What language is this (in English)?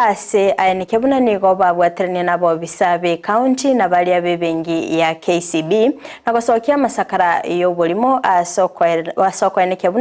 Gusii